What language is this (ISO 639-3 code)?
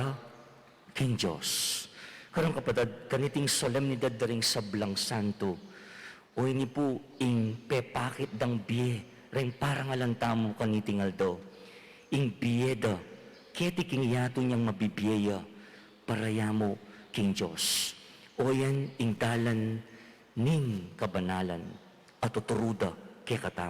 pam